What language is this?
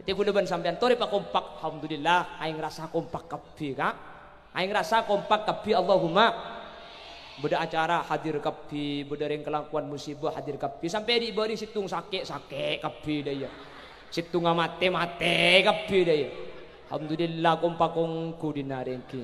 Madurese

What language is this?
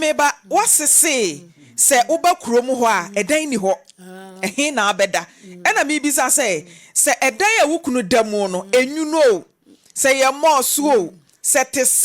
Akan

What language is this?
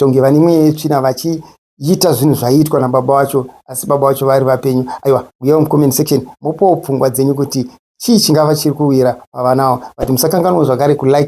Shona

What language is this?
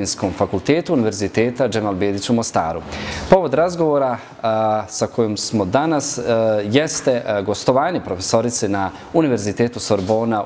Bosnian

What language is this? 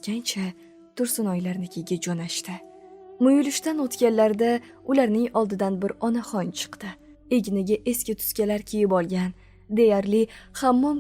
Uzbek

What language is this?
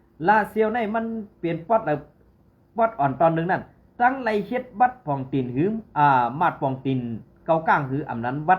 Shan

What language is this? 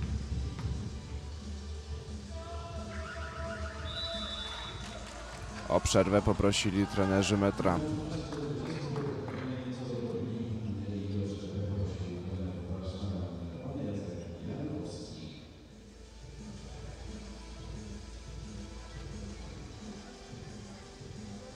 Polish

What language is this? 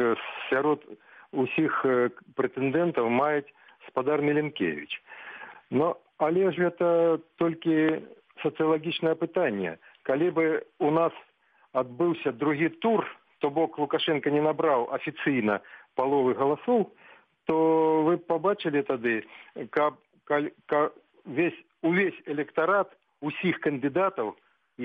Belarusian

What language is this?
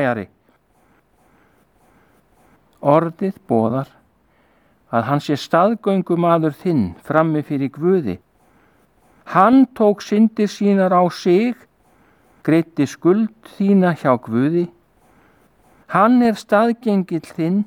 Icelandic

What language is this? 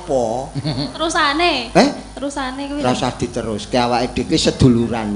Javanese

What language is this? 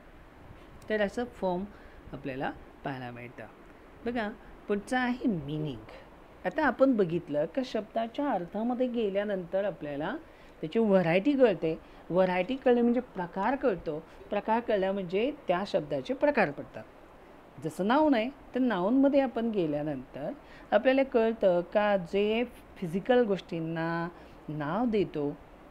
Marathi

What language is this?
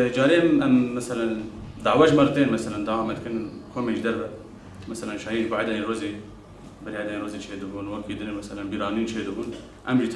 Kurdish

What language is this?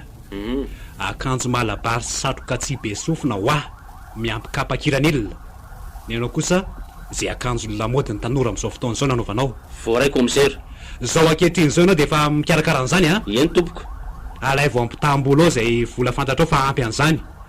Malagasy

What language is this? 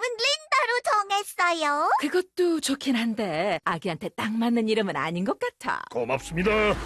Korean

